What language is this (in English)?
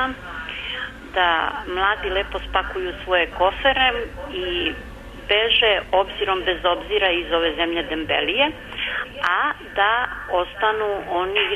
Serbian